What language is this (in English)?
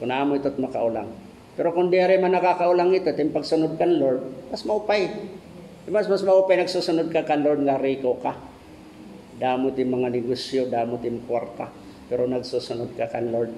Waray